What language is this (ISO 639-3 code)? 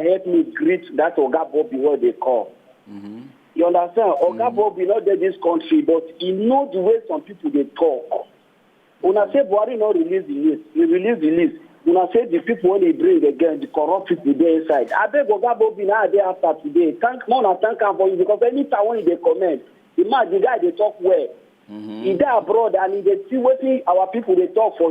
pcm